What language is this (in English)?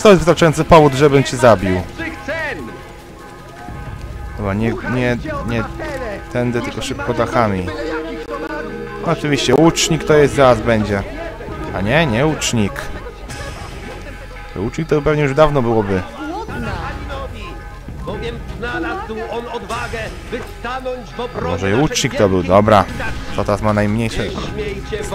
Polish